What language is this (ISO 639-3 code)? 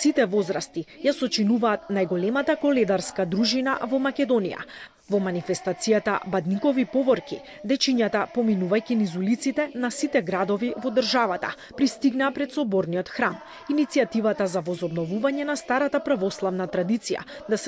mkd